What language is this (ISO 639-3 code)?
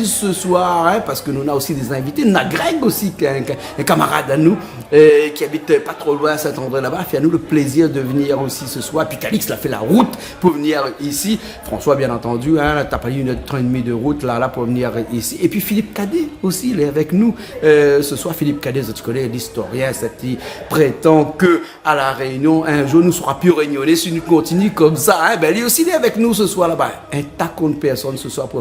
rcf